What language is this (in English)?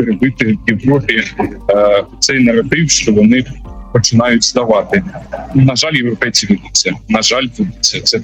Ukrainian